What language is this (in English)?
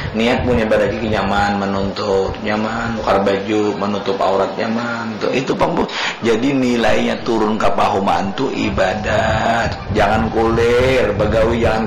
Banjar